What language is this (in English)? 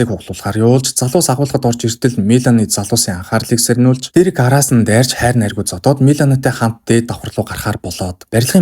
Mongolian